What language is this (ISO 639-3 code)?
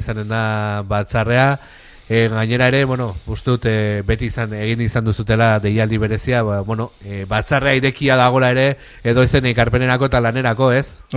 eus